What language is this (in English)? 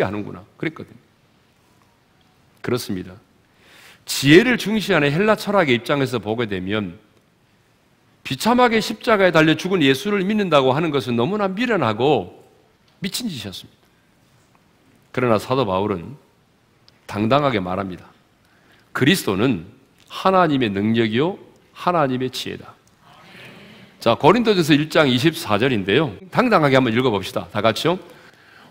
Korean